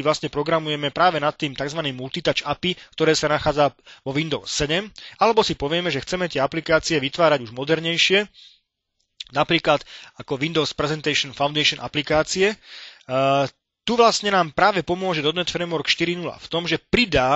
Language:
Slovak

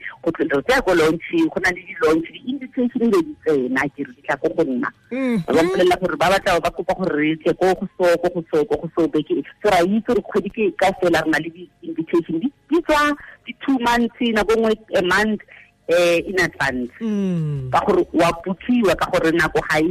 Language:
Tswana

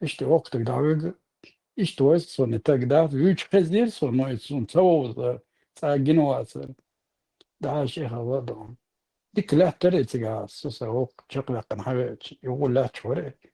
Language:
Chechen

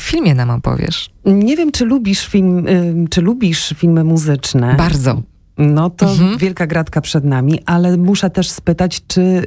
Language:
Polish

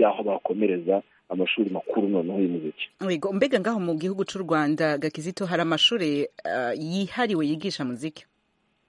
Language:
Kinyarwanda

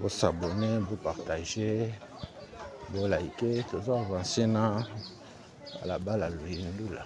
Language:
Lingala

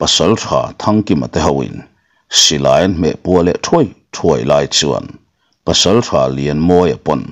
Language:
Mizo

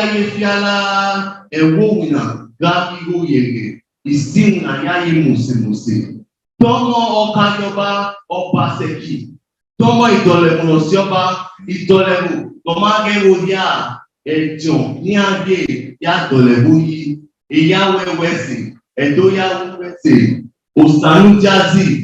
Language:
Bini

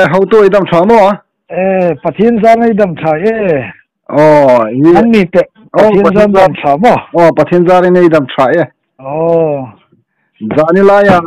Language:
Hmar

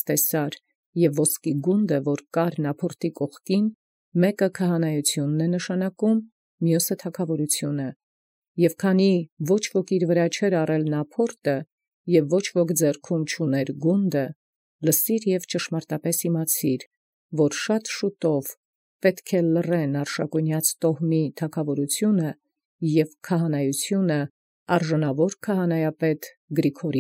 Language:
Armenian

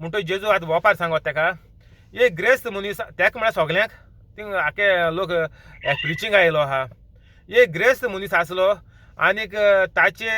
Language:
Konkani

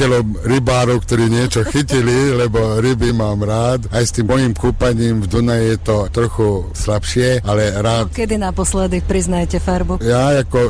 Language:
Slovak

